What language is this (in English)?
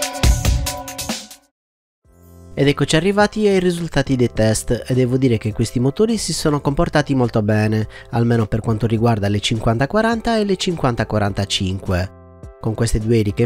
Italian